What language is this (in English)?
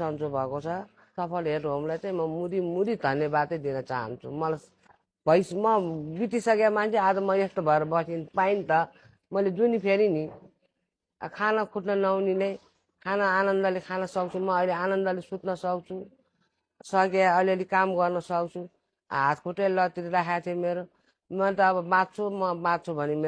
Nepali